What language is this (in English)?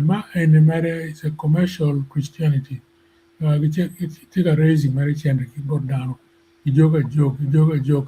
Acoli